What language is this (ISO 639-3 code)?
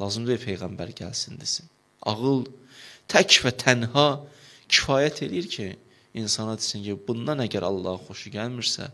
aze